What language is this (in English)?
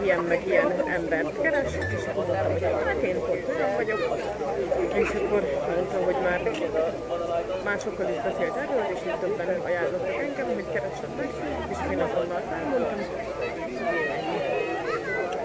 Hungarian